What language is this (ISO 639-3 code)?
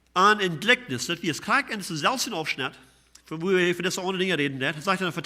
pdt